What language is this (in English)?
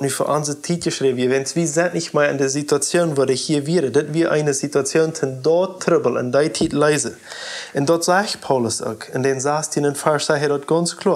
Plautdietsch